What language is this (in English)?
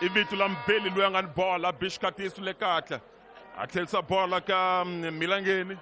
Tsonga